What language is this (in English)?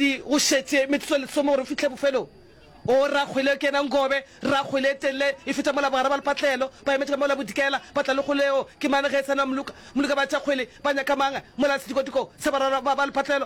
Northern Sotho